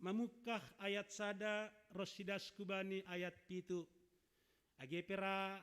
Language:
Batak Simalungun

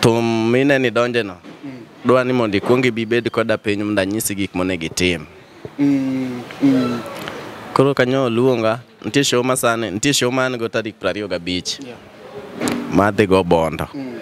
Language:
Luo (Kenya and Tanzania)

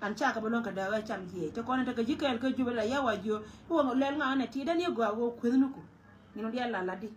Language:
Nuer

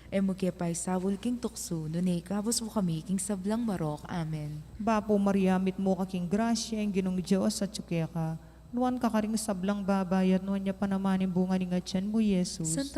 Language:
Pampanga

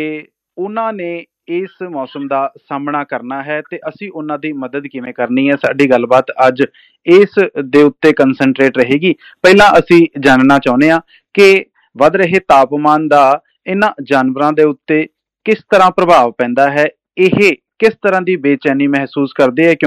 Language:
Punjabi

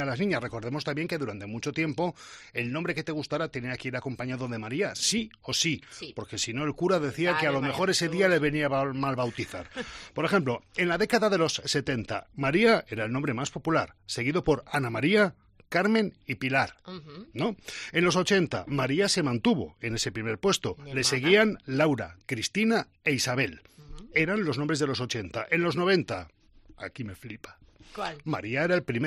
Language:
Spanish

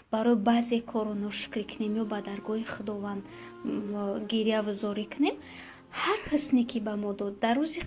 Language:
Tajik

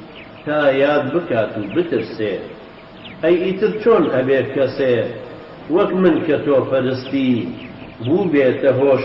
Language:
Central Kurdish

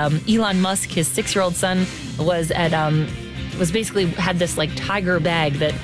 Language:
English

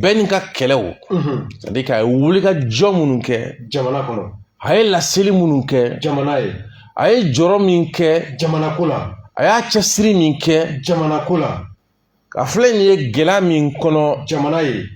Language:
Bambara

